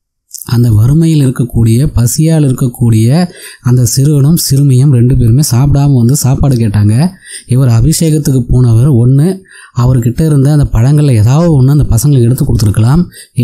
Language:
Tamil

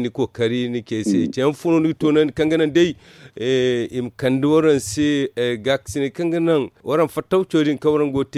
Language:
Zarma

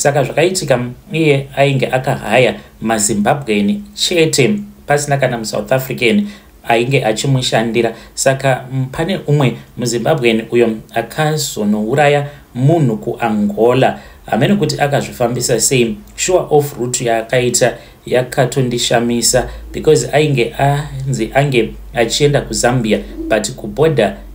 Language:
Shona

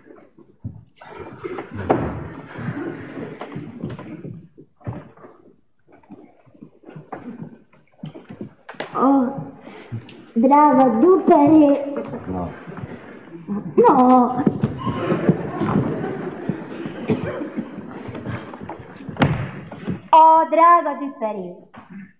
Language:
Hungarian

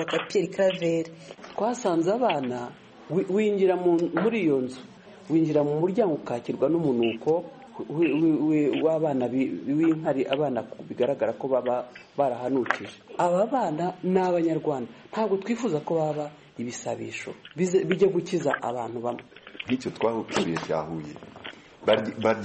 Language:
Kinyarwanda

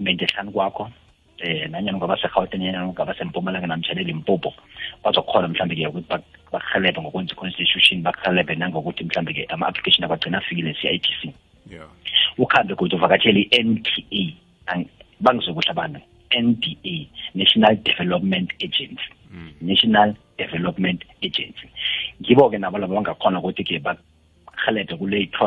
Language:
South Ndebele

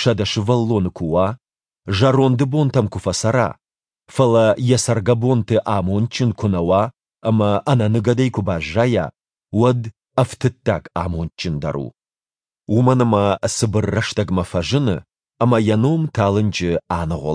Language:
Ossetic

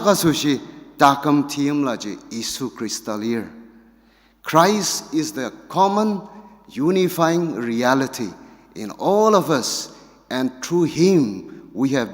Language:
Ao Naga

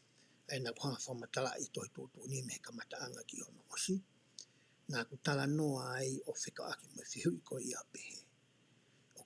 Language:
Tongan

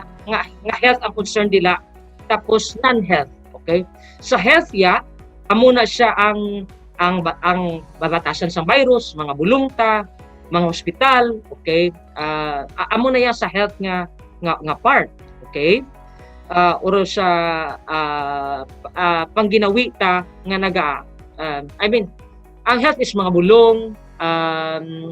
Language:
Hiligaynon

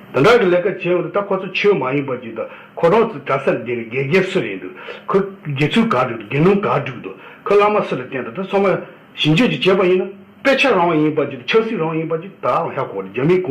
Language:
Tibetan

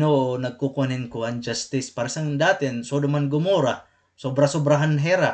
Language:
Waray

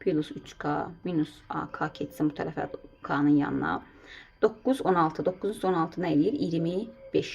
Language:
Azerbaijani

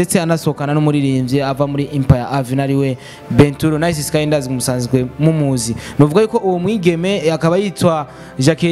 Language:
Rundi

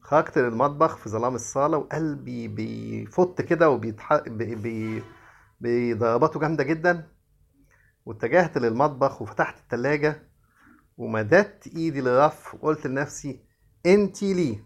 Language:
Egyptian Arabic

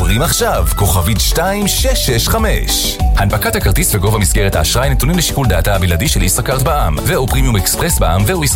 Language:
Hebrew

